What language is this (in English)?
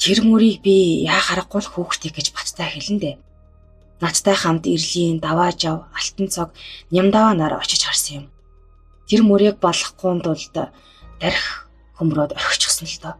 Mongolian